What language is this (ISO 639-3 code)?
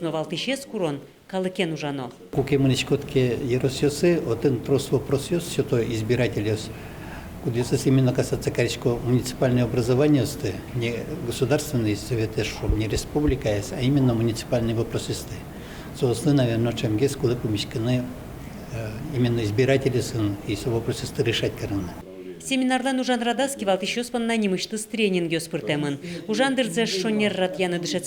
udm